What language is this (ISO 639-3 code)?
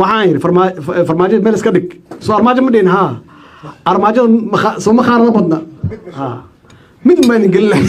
som